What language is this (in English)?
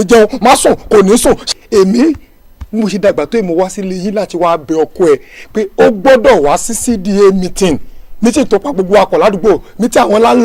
Yoruba